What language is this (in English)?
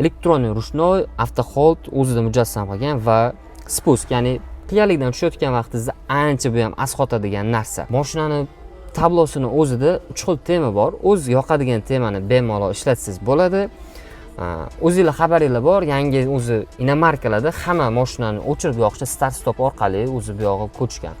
Uzbek